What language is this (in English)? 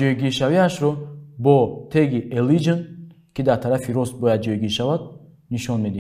Tajik